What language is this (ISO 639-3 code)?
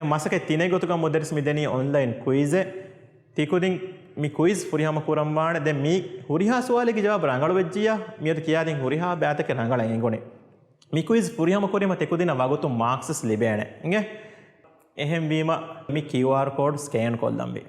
div